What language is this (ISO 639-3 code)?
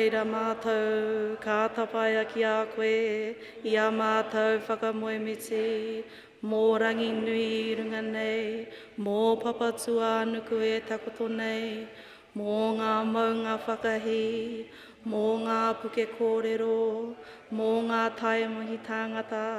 mri